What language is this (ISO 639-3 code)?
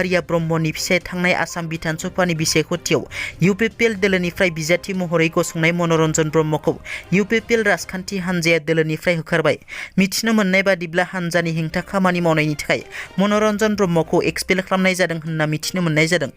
brx